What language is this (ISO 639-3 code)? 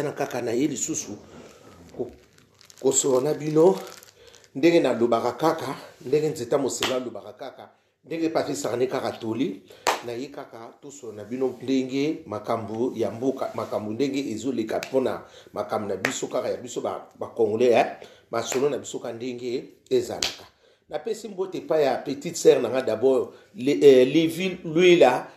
lin